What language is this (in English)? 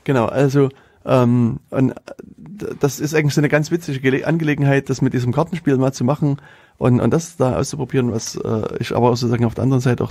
German